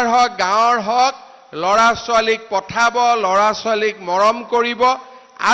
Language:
Assamese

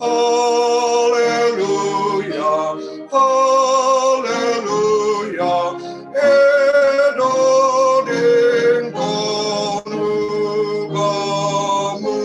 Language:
Batak Simalungun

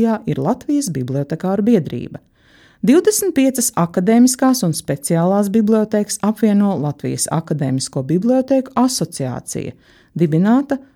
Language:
Latvian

